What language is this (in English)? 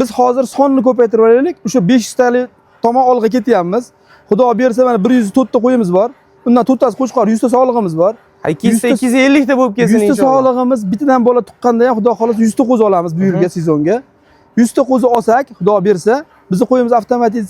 Uzbek